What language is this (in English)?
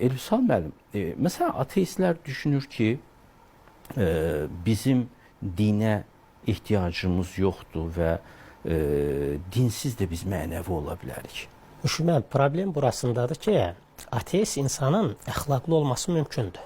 Azerbaijani